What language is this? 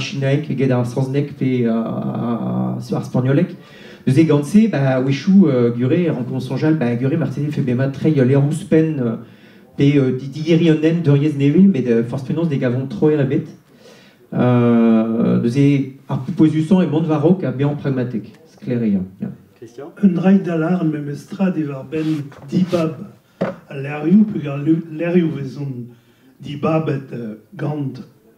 Breton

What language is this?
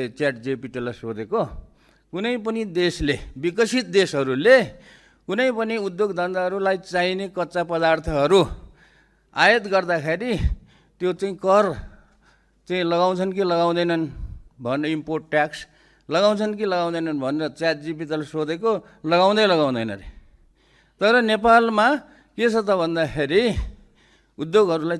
Nepali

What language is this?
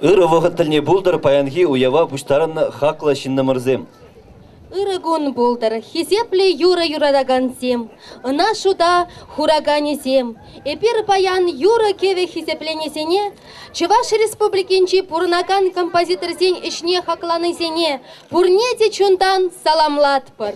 Chuvash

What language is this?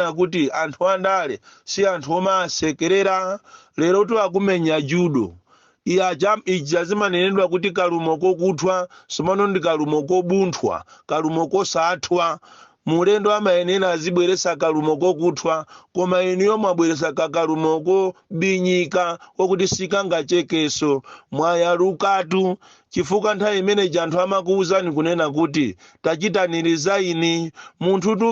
Nyanja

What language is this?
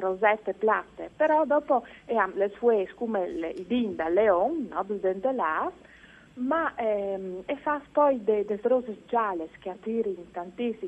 Friulian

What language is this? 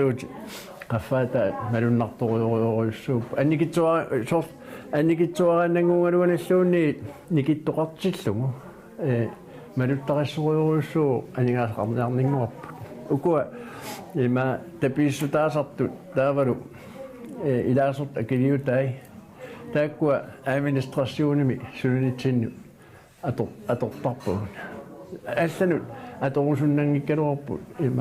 Kalaallisut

